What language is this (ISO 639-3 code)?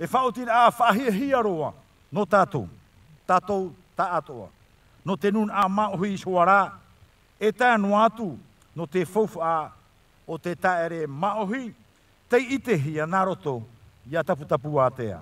tah